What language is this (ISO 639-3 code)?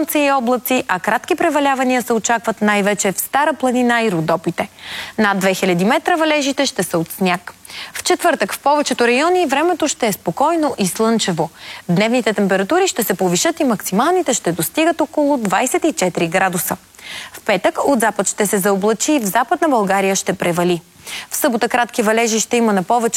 bul